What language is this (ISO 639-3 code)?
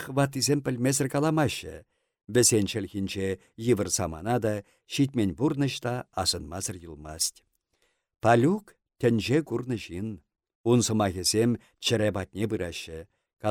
chv